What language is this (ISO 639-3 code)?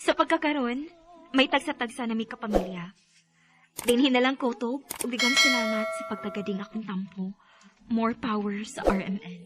ceb